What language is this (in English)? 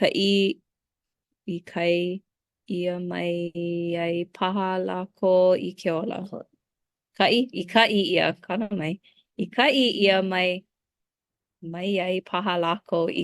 Hawaiian